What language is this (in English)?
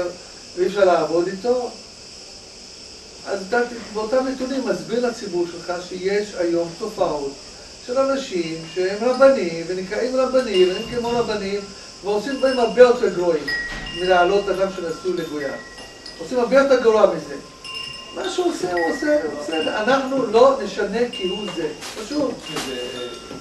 Hebrew